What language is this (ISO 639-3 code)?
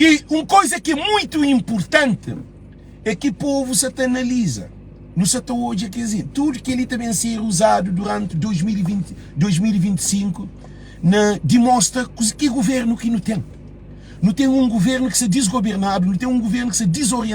kea